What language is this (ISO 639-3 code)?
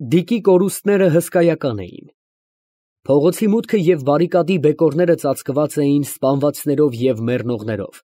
hye